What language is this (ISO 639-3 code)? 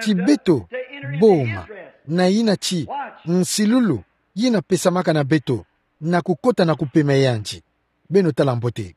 ktu